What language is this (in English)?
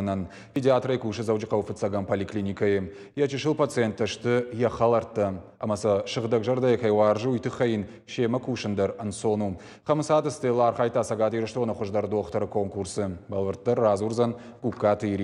Ossetic